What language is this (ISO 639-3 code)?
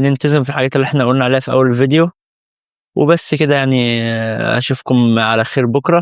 arz